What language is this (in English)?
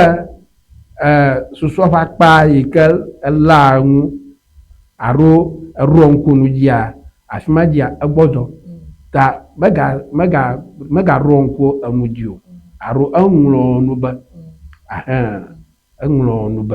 Ewe